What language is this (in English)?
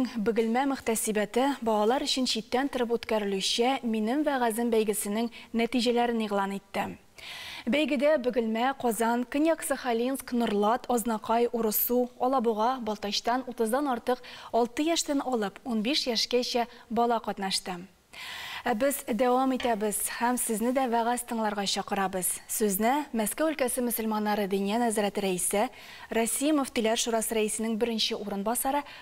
Tatar